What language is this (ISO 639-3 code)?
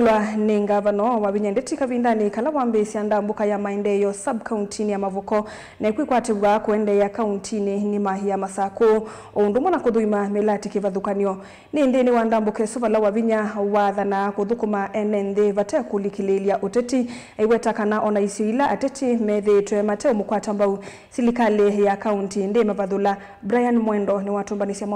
kam